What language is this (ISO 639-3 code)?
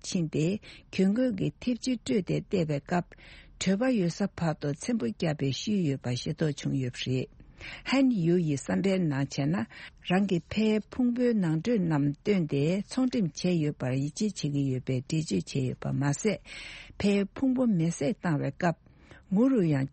bod